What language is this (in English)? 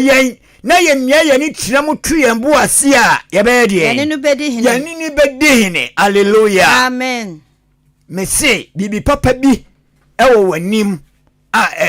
Akan